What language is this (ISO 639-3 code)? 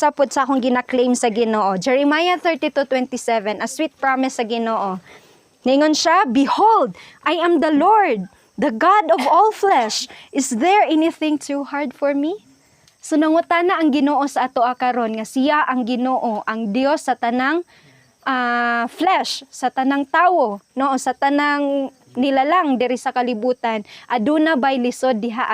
ceb